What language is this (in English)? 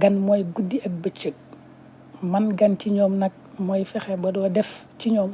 Wolof